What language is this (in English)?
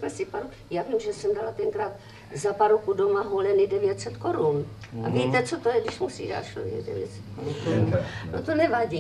Czech